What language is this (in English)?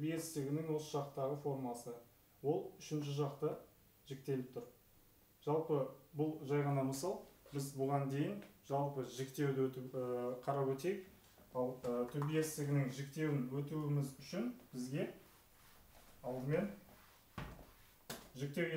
Kazakh